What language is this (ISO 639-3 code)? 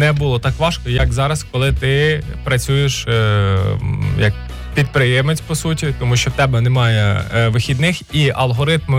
ukr